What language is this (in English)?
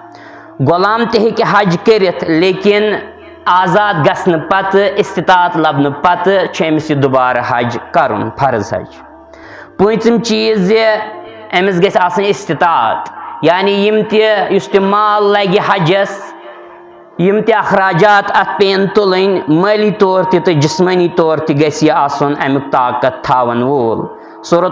Kashmiri